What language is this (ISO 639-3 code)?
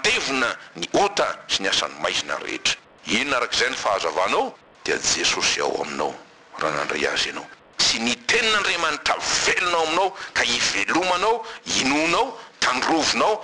mlg